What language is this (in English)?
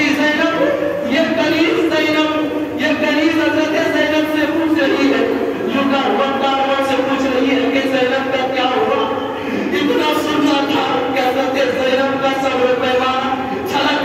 Urdu